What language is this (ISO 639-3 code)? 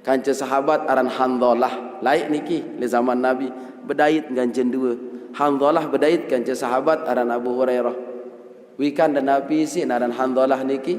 sas